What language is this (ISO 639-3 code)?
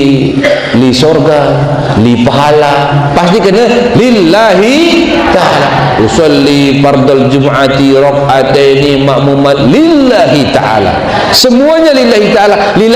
sas